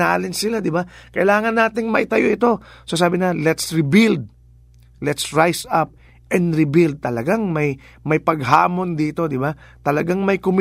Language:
Filipino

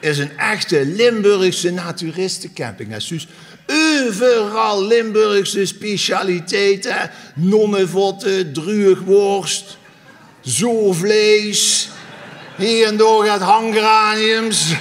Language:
Limburgish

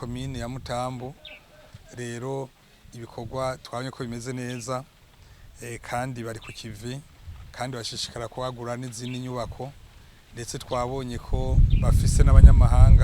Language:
Rundi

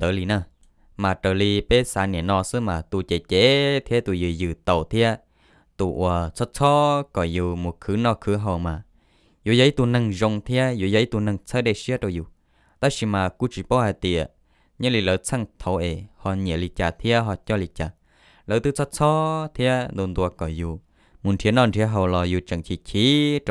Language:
Hmong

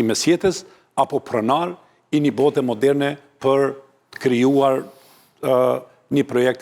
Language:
Albanian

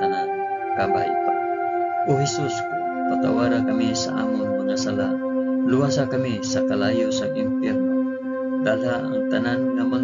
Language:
Hiligaynon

